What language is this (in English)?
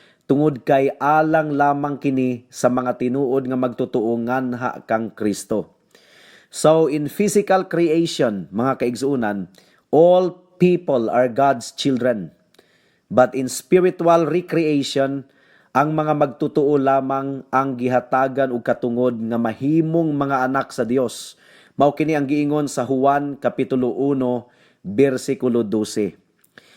Cebuano